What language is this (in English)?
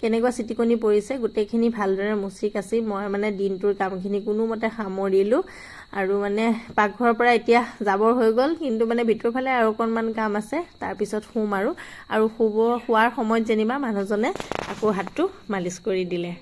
Assamese